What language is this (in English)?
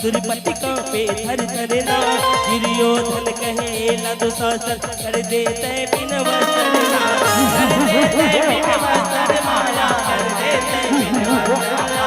Chhattisgarhi